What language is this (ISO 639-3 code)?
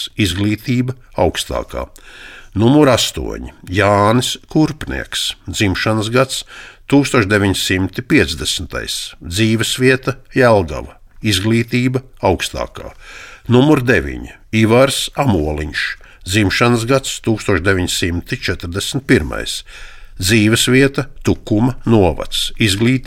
lav